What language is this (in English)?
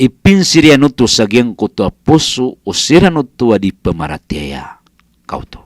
Maranao